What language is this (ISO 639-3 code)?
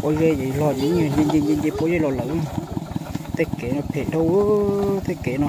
hmn